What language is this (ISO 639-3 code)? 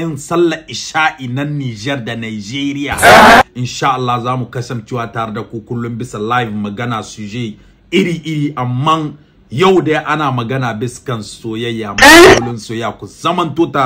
hau